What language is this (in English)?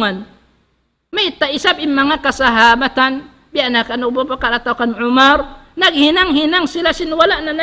Tausug